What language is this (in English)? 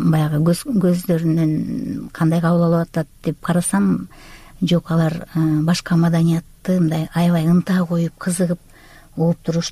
Kyrgyz